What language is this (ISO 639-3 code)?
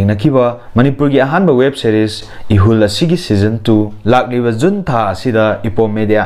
mni